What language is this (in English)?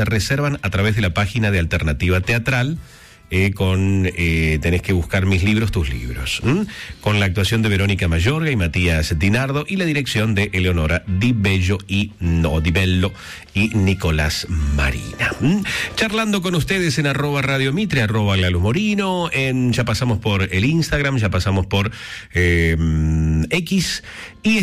Spanish